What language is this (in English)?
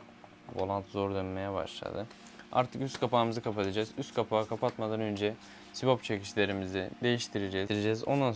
Turkish